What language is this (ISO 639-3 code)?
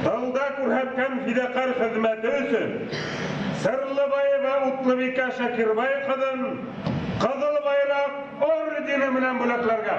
bak